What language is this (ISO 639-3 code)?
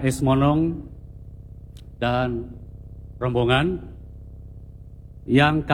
ind